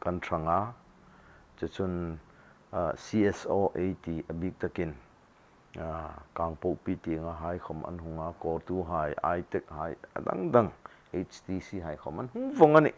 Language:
Hmar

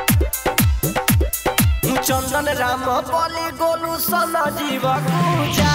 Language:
Bhojpuri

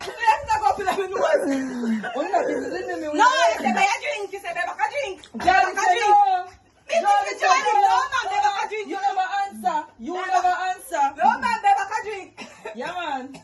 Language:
Jamaican Creole English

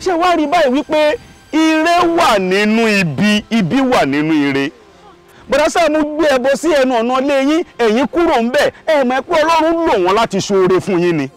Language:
Yoruba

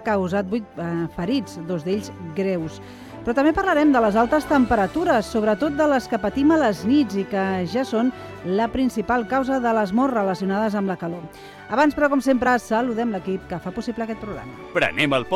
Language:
Catalan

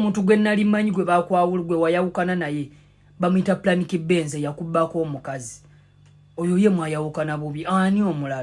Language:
Ganda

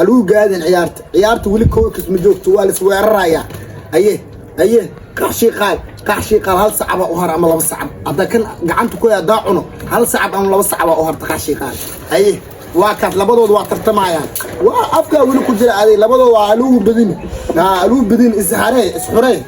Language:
Somali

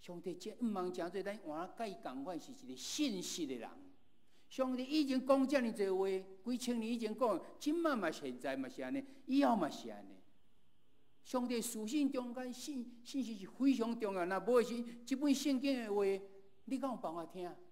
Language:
Min Nan Chinese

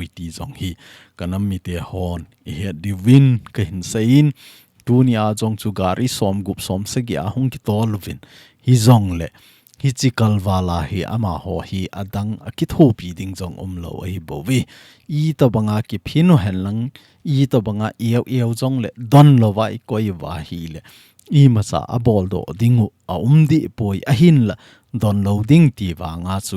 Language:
Thado Chin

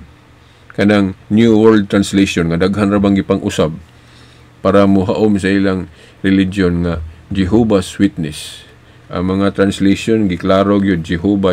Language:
Cebuano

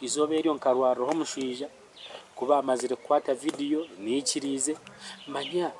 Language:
Nyankole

